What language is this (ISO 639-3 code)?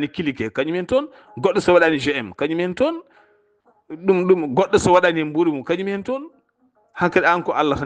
ful